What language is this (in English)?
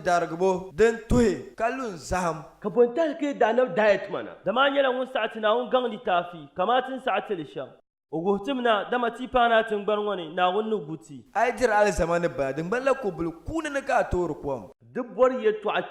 Dagbani